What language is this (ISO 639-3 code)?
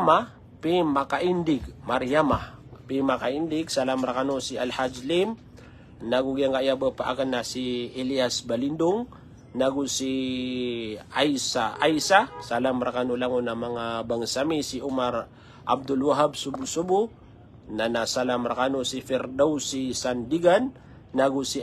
mrw